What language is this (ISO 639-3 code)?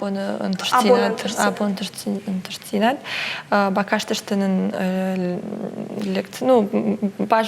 oss